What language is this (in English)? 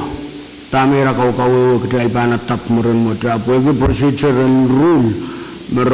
Pohnpeian